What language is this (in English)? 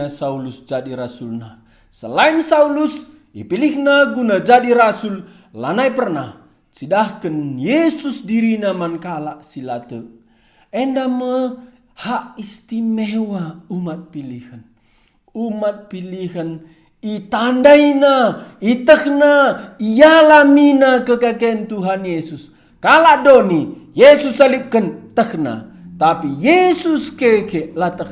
Batak Karo